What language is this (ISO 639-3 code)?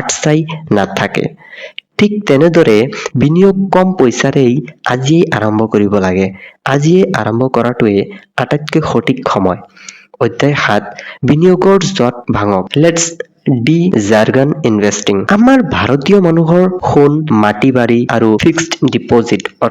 asm